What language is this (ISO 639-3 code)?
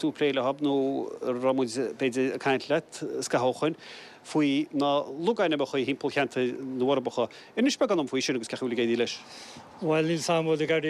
gle